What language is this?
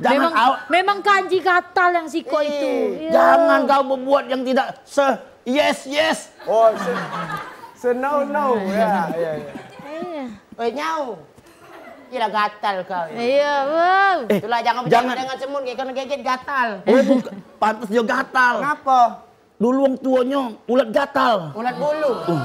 Musi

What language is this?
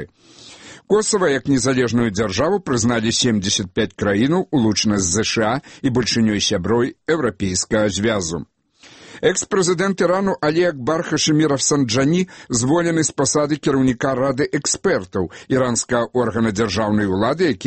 Belarusian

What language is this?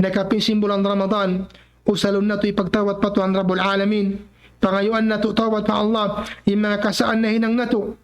Tausug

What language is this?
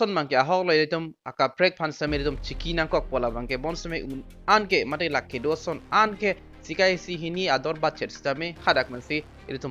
Karbi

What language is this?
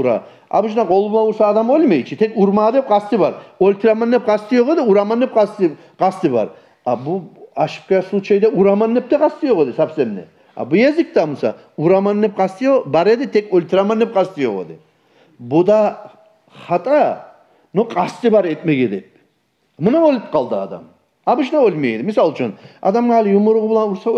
Kumyk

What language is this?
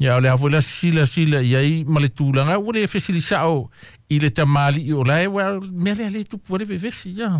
Samoan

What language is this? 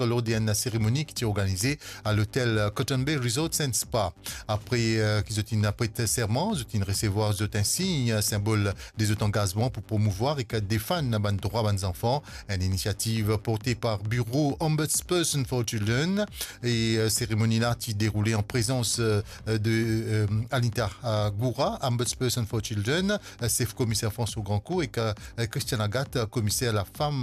Morisyen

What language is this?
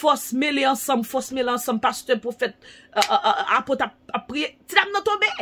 Haitian Creole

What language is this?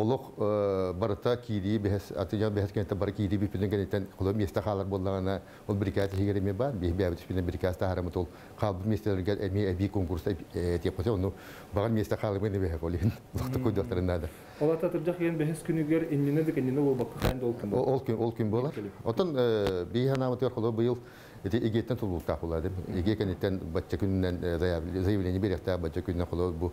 Yakut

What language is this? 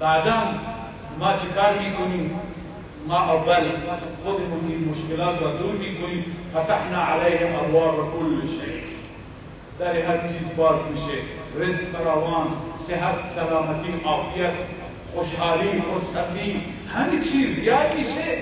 Persian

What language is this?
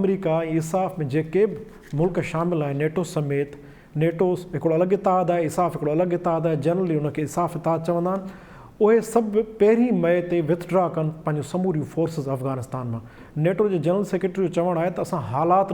Sindhi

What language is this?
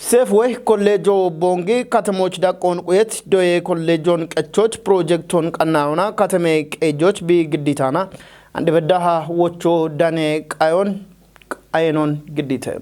Kafa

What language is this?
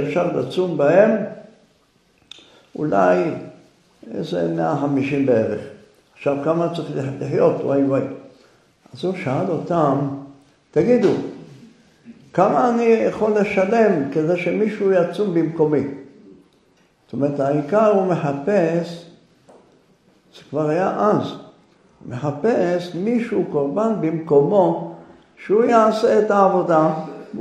Hebrew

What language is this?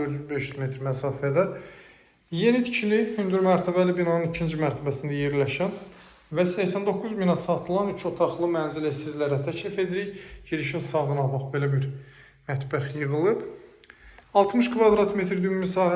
Azerbaijani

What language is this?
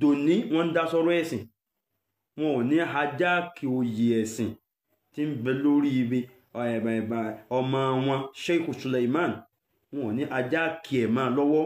Yoruba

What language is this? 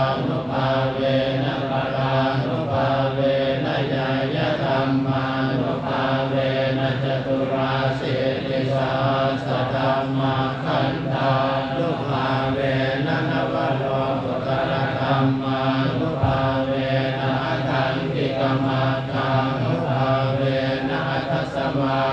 Pali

